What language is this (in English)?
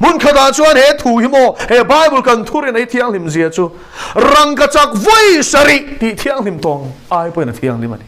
Mizo